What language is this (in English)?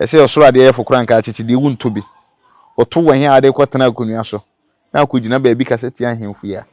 Akan